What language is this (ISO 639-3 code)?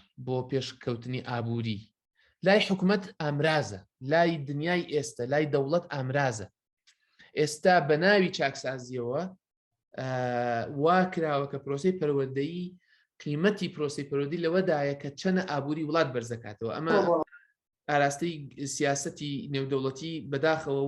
ckb